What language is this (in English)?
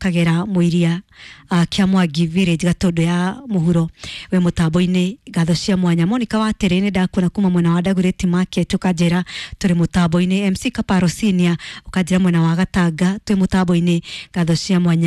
Kikuyu